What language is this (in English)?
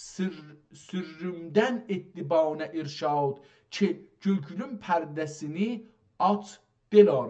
South Azerbaijani